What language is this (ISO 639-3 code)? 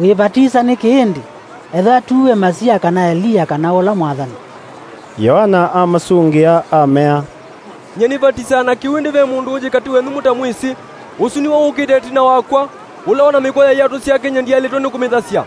kam